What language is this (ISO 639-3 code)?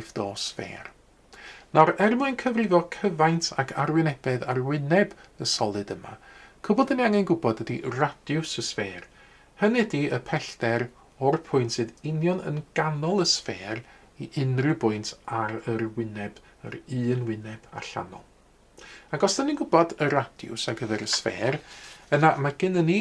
cym